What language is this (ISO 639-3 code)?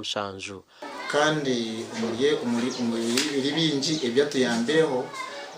nyn